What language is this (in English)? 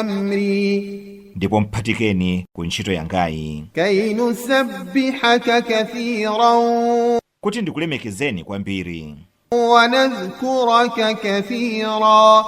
Nyanja